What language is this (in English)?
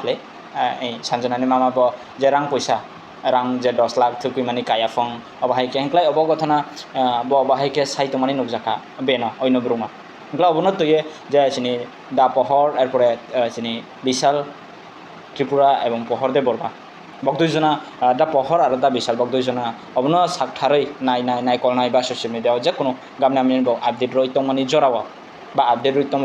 Kok Borok